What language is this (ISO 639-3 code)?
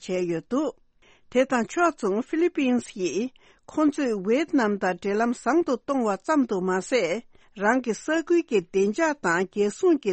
bod